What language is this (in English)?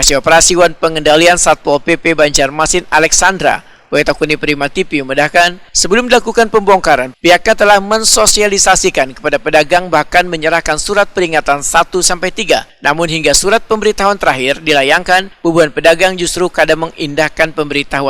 Banjar